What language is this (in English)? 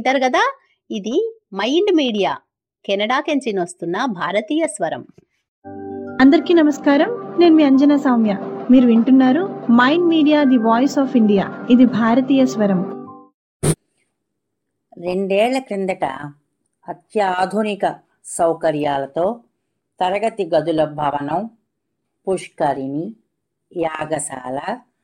Telugu